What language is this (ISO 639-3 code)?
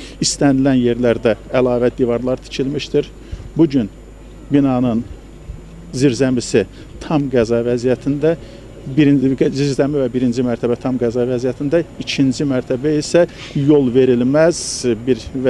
aze